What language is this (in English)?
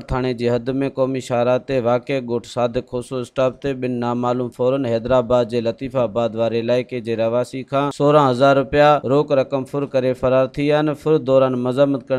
Sindhi